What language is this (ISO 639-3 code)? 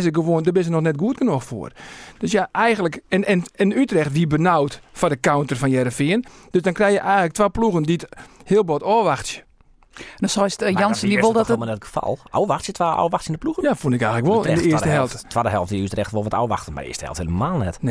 fry